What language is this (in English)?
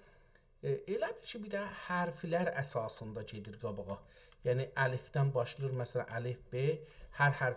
South Azerbaijani